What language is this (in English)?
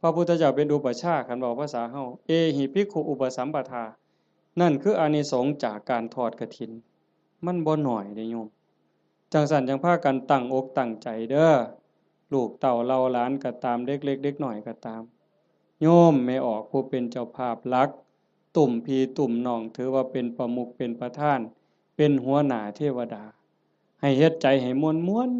Northeastern Thai